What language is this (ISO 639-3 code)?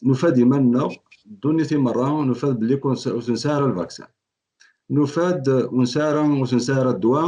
kab